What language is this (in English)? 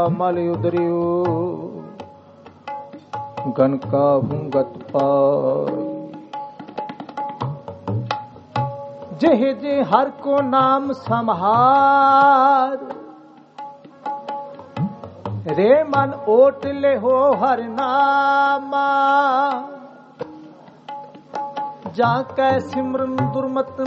Punjabi